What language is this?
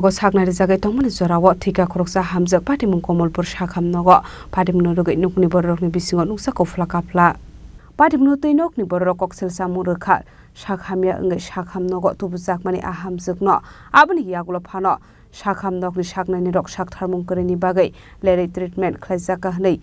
Kok Borok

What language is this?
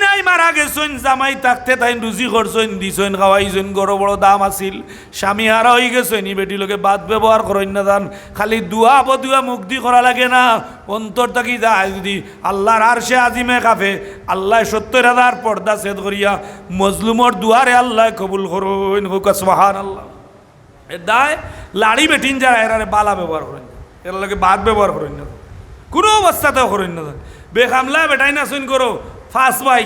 Sylheti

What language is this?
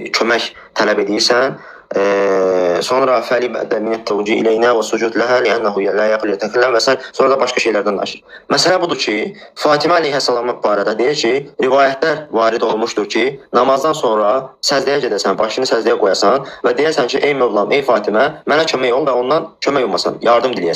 Azerbaijani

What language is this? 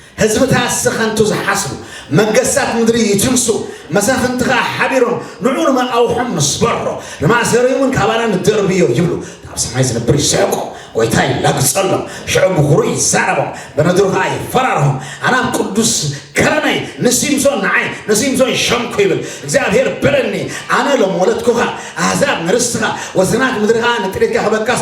Tigrinya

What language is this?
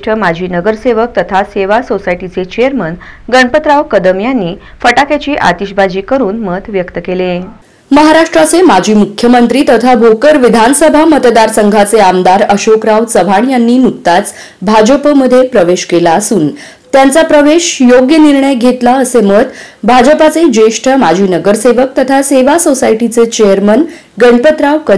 Marathi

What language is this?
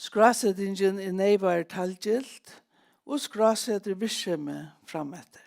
Faroese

